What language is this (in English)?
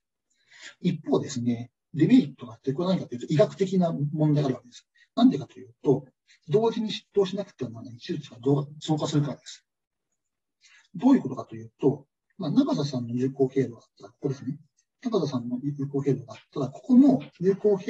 Japanese